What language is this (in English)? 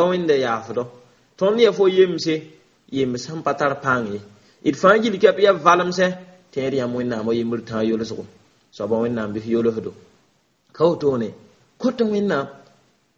Mossi